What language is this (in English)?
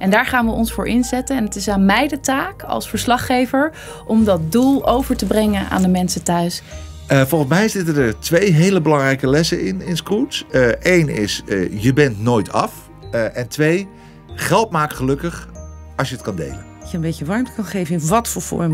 Dutch